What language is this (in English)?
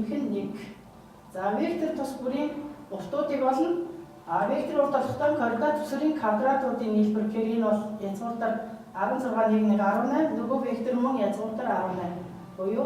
Mongolian